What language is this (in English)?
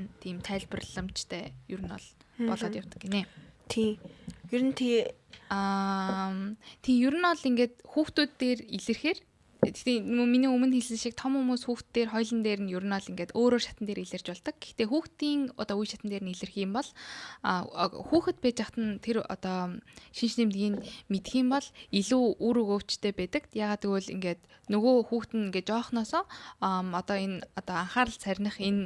Mongolian